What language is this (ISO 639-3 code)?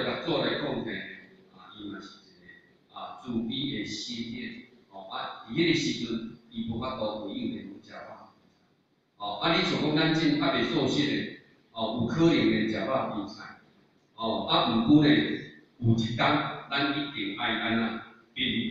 nan